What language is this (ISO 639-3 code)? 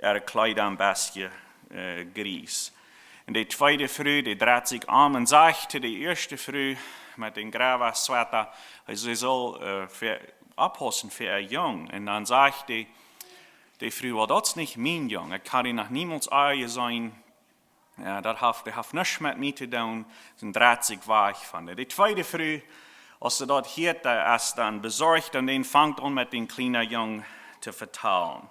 pdt